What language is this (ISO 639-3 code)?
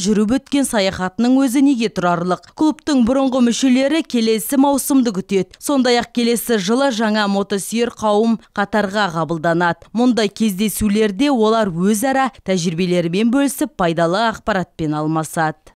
kaz